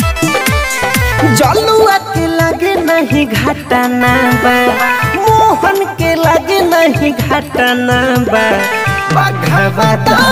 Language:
Bhojpuri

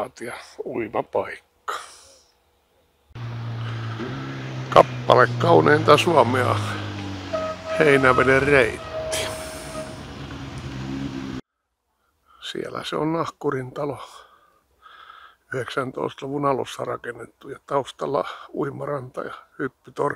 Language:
Finnish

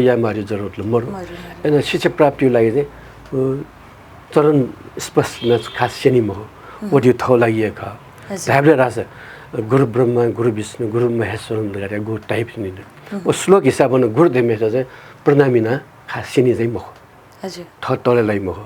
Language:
Newari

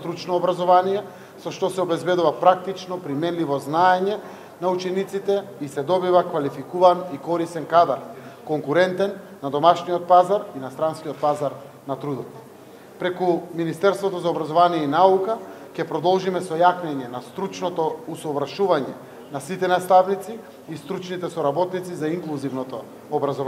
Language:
Macedonian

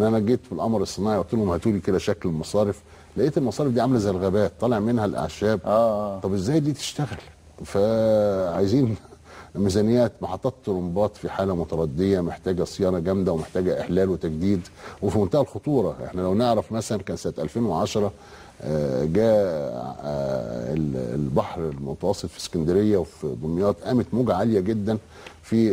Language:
Egyptian Arabic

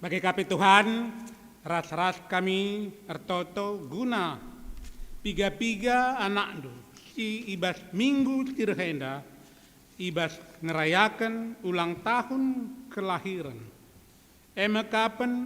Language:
Batak Karo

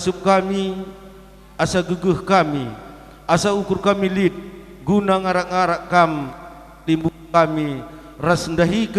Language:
Batak Karo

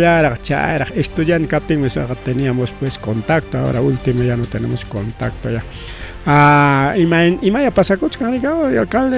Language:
Ayacucho Quechua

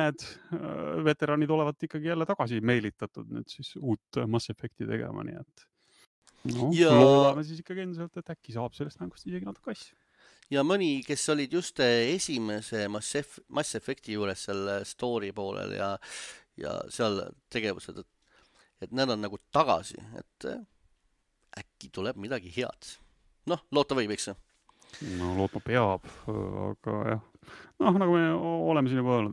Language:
Estonian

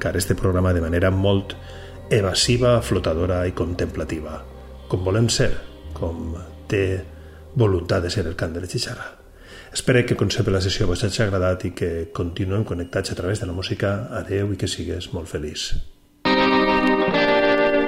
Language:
Catalan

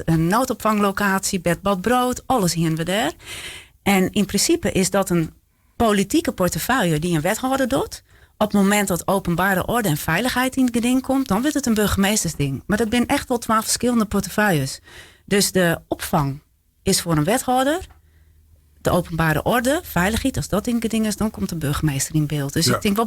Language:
Western Frisian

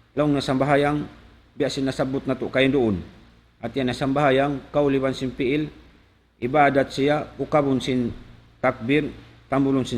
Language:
Tausug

